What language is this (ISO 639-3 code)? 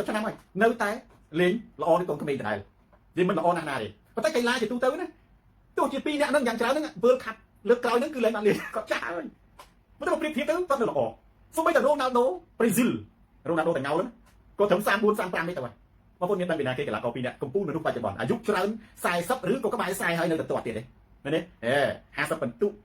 khm